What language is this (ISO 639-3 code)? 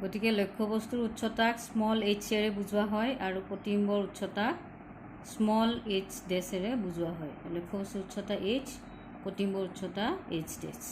asm